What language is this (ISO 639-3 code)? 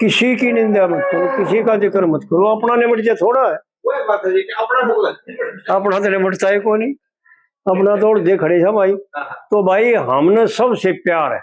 bgc